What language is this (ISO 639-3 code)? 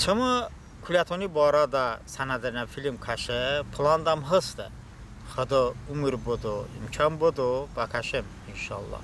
tly